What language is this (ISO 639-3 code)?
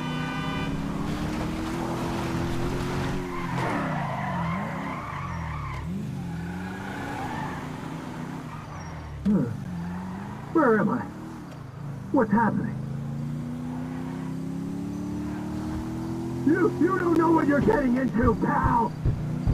eng